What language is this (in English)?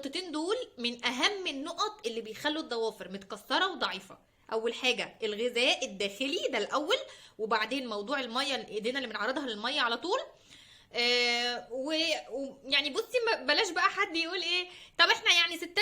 Egyptian Arabic